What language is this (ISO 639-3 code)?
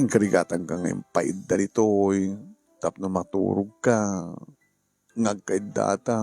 ilo